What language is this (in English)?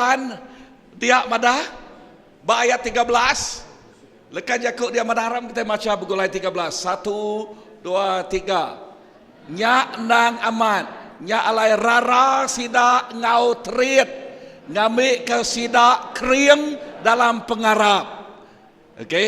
Iban